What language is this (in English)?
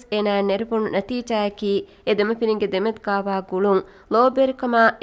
Divehi